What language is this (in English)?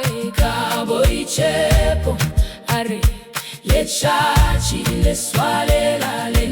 Northern Sotho